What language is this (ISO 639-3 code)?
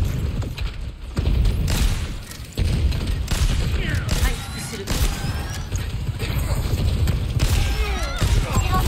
jpn